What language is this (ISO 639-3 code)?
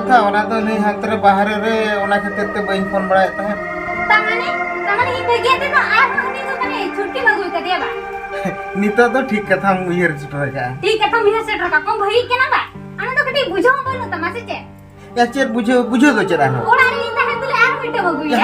sat